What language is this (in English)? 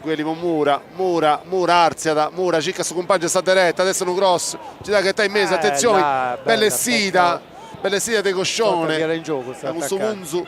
Sardinian